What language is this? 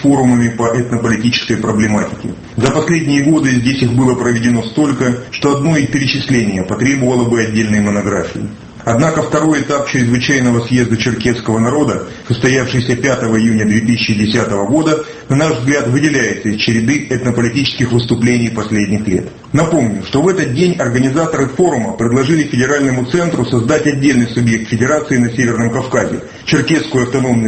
Russian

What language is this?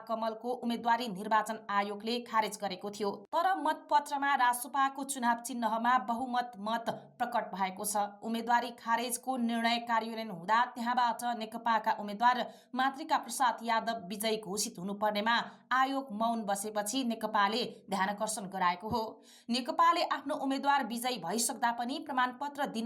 Nepali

